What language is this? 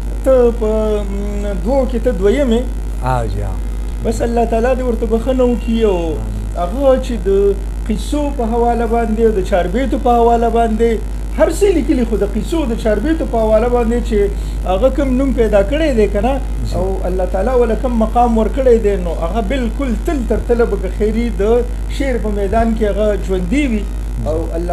Pashto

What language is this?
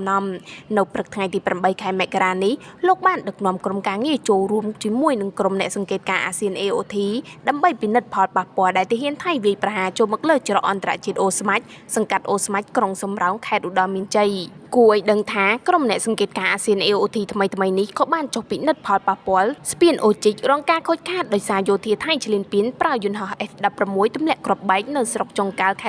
Khmer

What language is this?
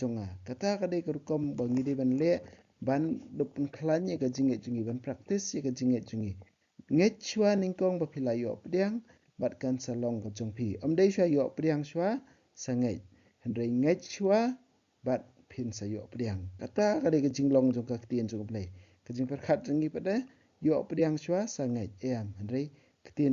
Khasi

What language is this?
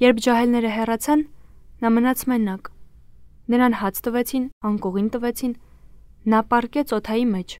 Armenian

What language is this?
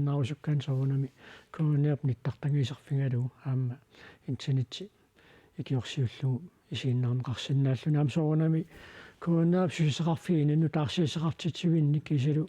Kalaallisut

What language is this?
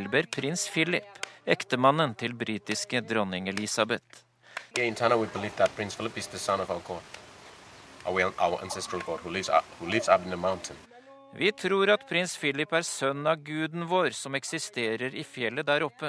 Norwegian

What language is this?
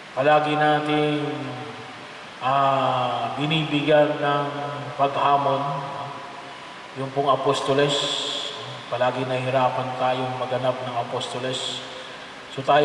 Filipino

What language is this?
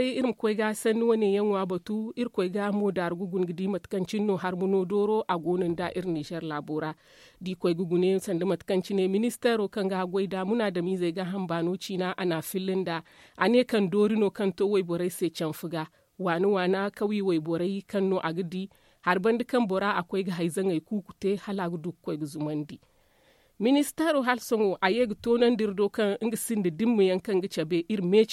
Zarma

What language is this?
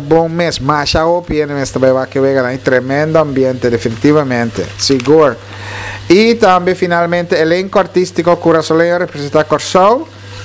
Papiamento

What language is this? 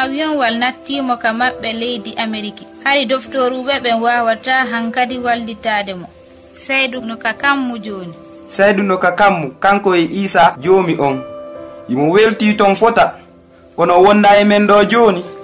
Pular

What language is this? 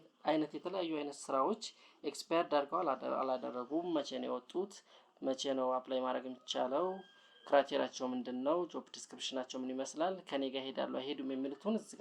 Amharic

